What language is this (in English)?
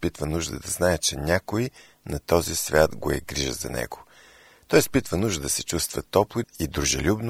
Bulgarian